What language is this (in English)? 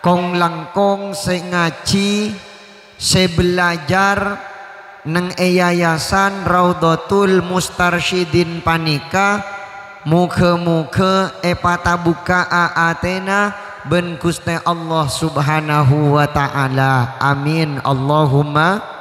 Madurese